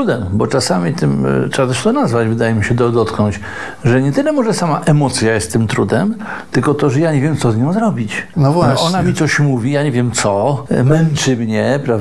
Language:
Polish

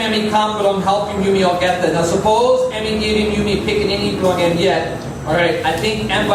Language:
Tok Pisin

